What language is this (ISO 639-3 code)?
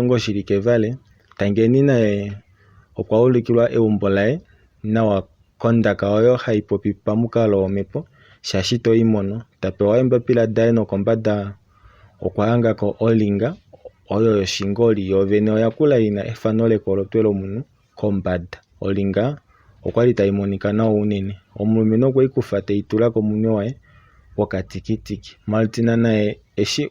kua